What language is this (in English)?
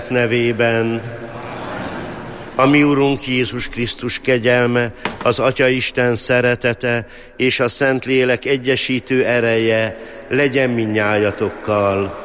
Hungarian